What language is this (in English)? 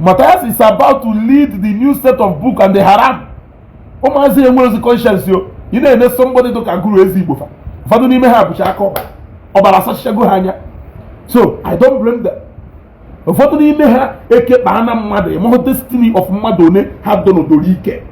Igbo